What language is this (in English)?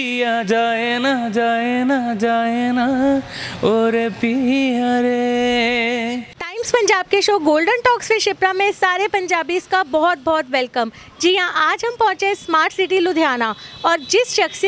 Hindi